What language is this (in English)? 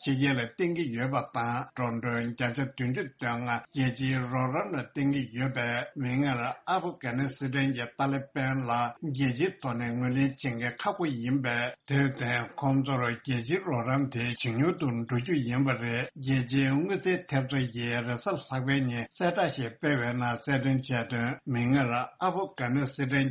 Tibetan